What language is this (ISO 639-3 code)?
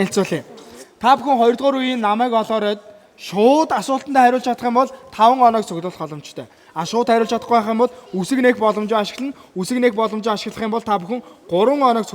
mon